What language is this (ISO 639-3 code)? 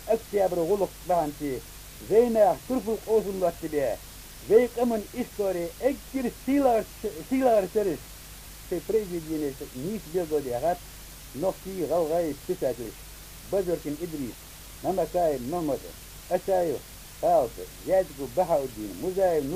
inh